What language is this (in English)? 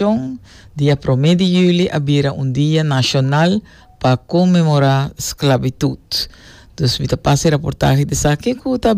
Papiamento